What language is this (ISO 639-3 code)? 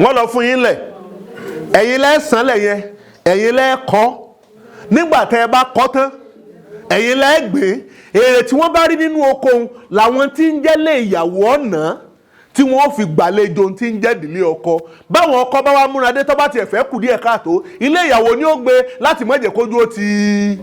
yor